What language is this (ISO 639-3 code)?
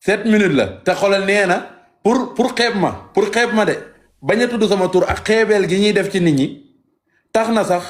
wol